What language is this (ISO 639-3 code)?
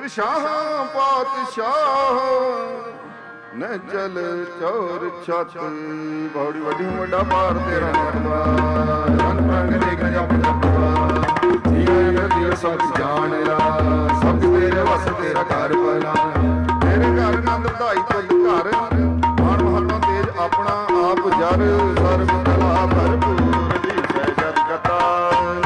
pan